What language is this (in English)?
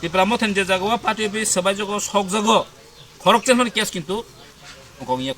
Kok Borok